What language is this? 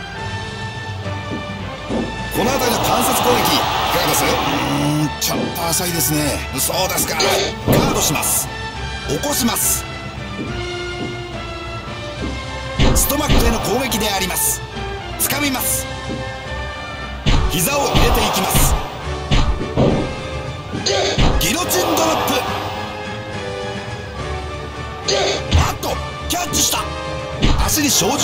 Japanese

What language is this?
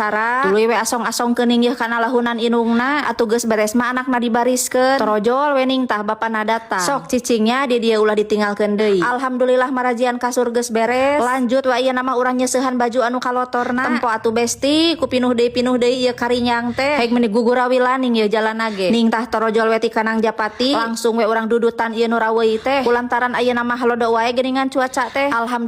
Sundanese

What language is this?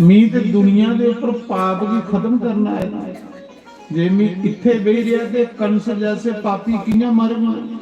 Dogri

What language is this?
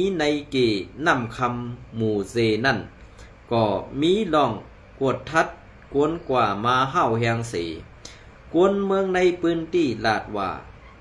Shan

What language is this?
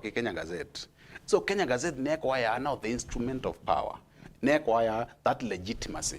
Meru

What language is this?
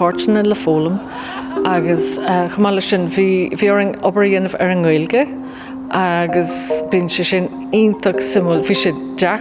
Irish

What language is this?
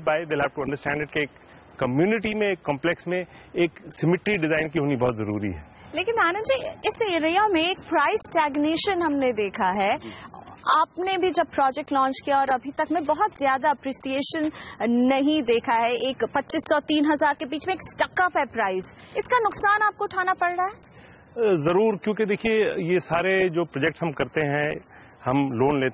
Hindi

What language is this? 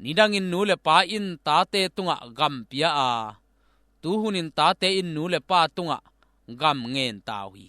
Tedim Chin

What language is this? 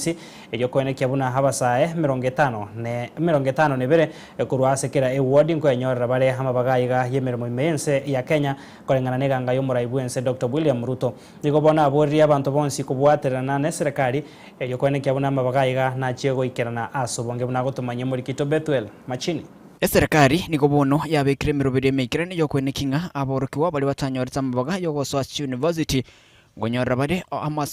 Gusii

